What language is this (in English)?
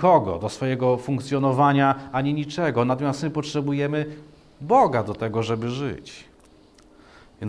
Polish